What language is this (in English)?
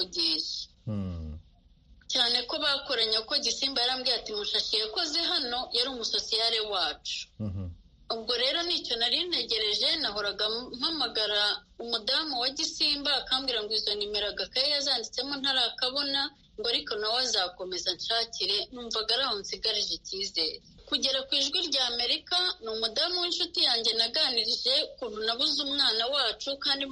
Kinyarwanda